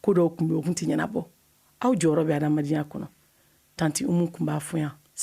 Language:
Bambara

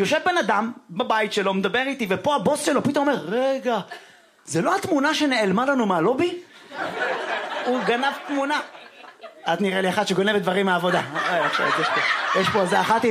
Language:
Hebrew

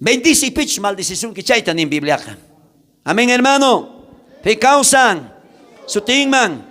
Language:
South Bolivian Quechua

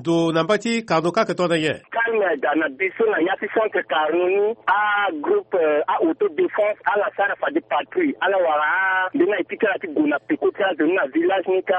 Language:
Sango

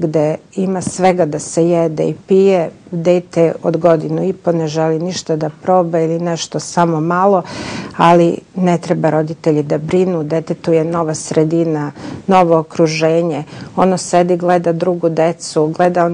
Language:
Serbian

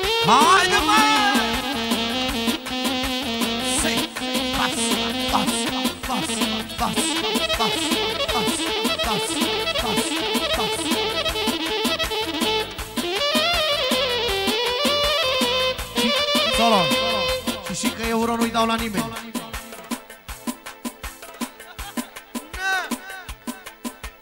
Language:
Romanian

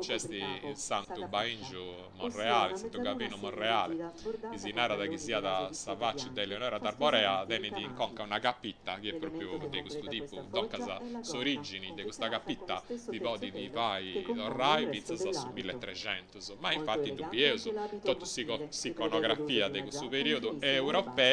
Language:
Sardinian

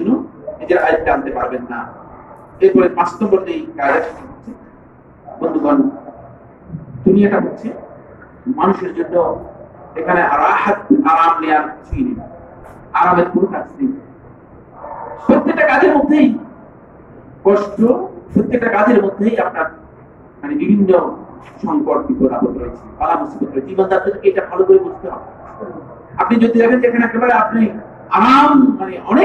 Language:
Bangla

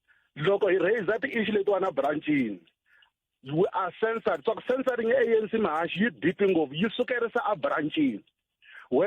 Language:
Tsonga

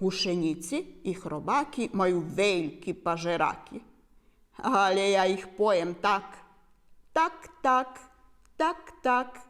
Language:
Rusyn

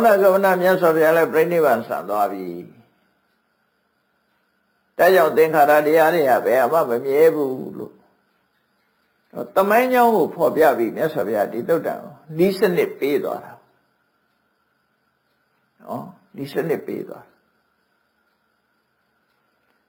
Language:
Burmese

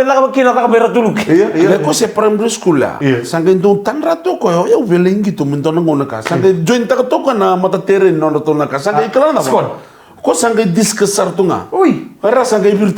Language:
Fijian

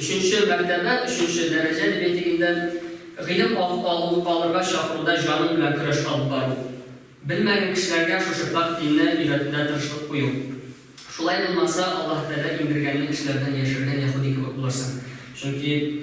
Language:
Tatar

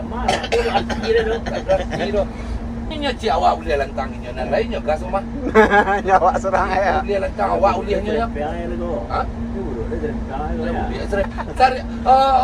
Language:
Minangkabau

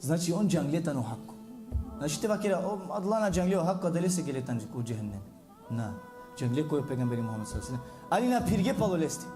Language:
Balkan Romani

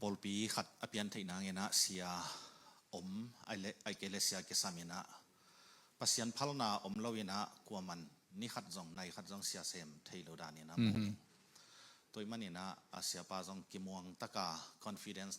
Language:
Tedim Chin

